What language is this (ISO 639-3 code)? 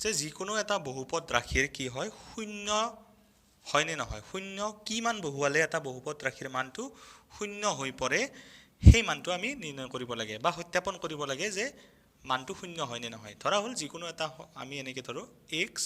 asm